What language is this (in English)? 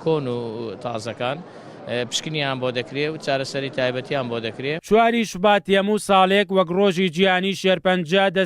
Central Kurdish